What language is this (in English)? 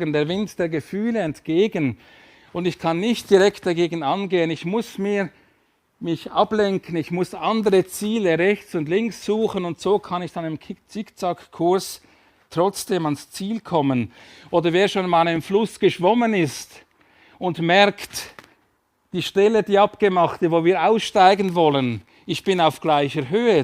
Swiss German